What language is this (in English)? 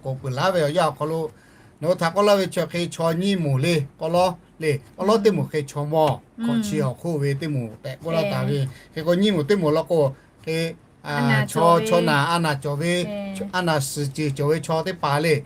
Lahu